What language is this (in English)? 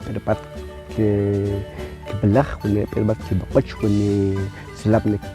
Kʼicheʼ